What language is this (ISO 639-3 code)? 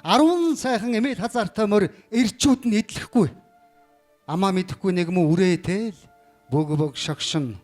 mon